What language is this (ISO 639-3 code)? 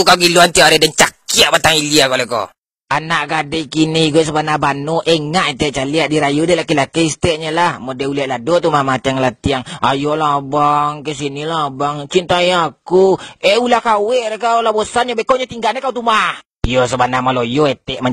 min